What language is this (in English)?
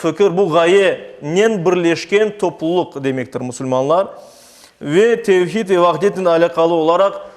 Crimean Tatar